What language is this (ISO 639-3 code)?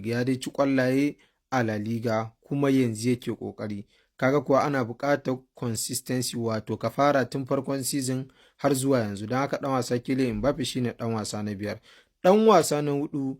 hau